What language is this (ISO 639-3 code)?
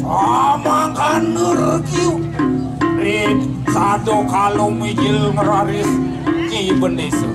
ban